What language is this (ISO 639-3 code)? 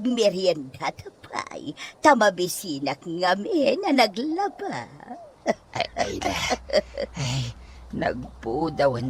ilo